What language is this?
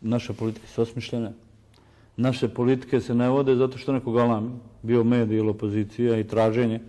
Bosnian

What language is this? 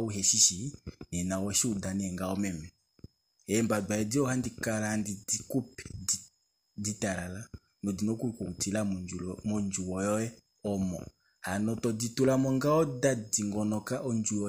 Kuanyama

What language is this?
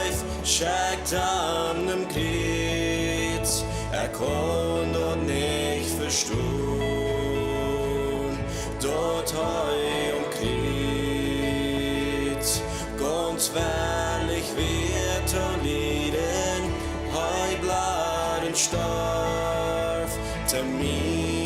Plautdietsch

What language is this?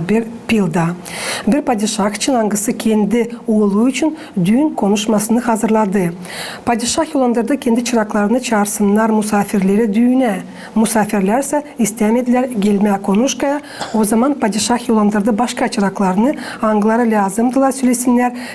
Gagauz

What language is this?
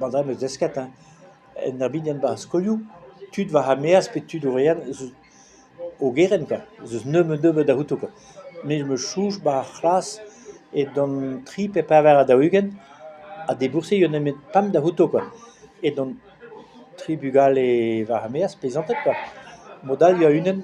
Breton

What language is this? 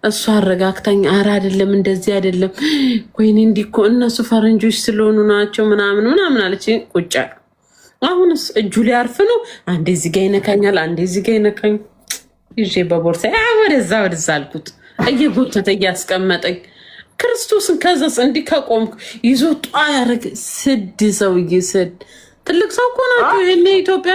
Amharic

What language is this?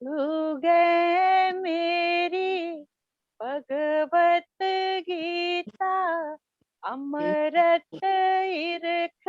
Dogri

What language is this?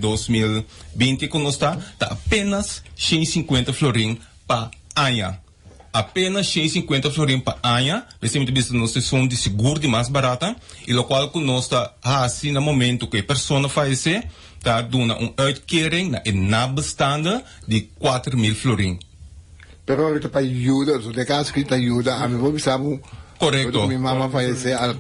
Papiamento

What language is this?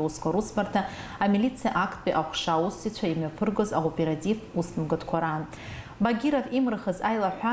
Abkhazian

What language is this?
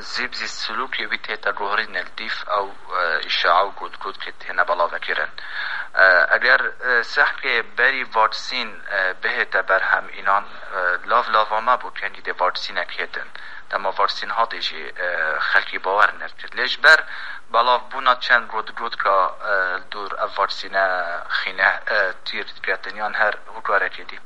Kurdish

